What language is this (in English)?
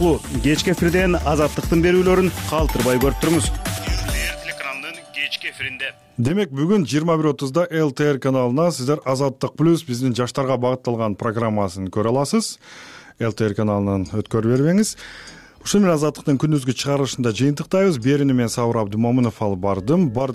Kyrgyz